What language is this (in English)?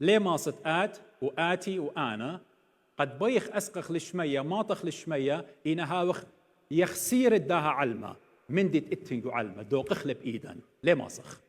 Assyrian Neo-Aramaic